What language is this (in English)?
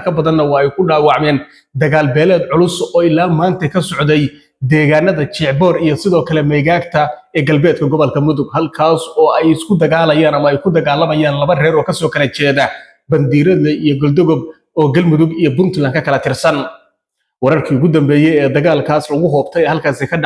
Somali